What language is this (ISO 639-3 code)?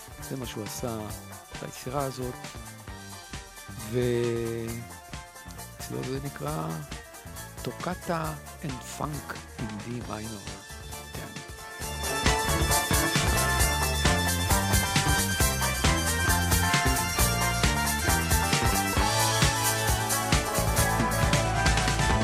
heb